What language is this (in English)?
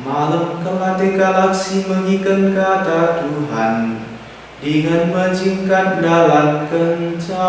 Batak Karo